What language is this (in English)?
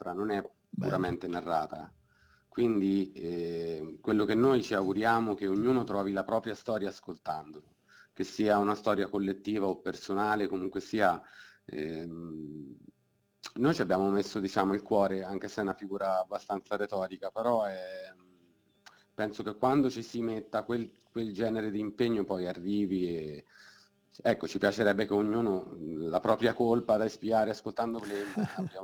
Italian